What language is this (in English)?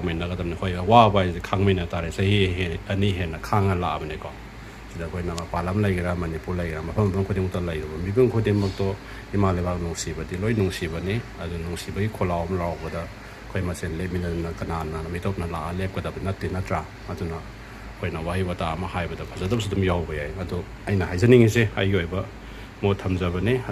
Manipuri